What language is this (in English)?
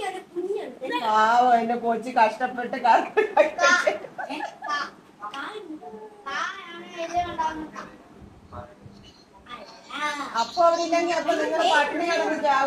Malayalam